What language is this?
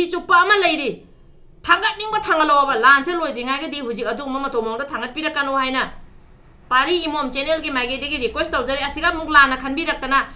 Manipuri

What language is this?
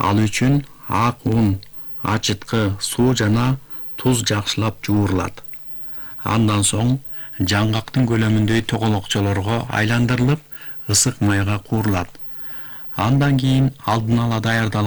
Kyrgyz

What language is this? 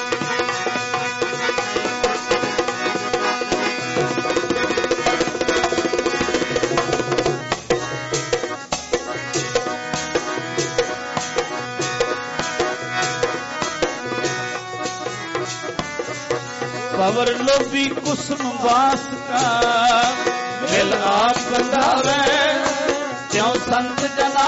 Punjabi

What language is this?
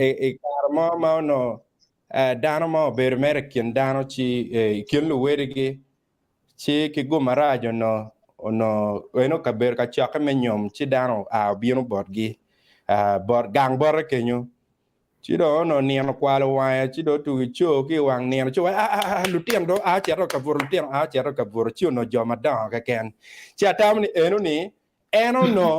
Acoli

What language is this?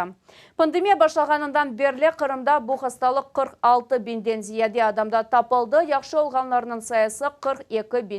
Crimean Tatar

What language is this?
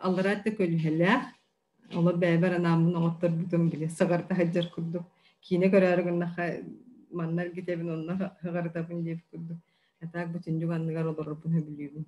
Yakut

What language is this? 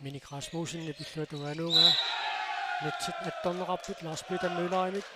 Kalaallisut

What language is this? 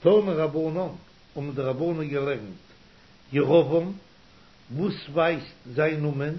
Yiddish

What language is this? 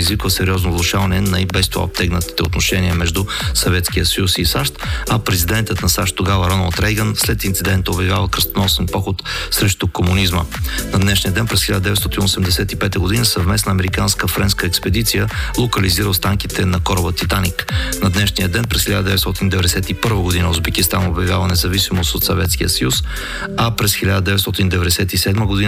Bulgarian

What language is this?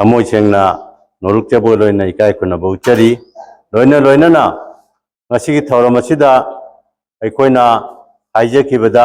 Manipuri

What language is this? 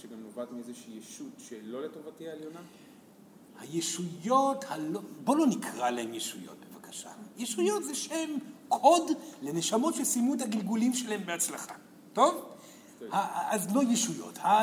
Hebrew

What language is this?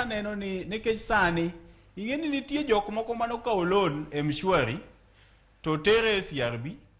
Luo (Kenya and Tanzania)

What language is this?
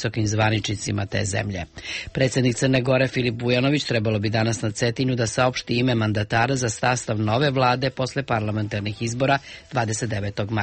Serbian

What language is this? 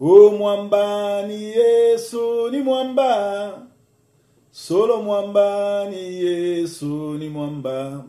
Lingala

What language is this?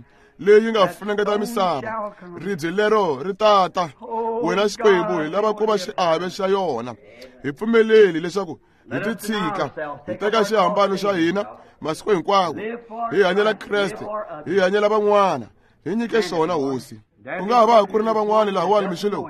Tsonga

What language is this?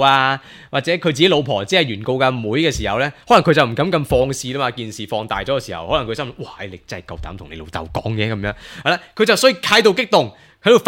Cantonese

